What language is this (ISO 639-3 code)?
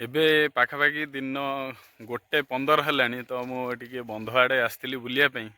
ori